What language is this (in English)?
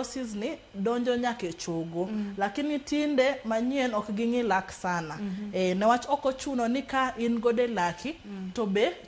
Luo (Kenya and Tanzania)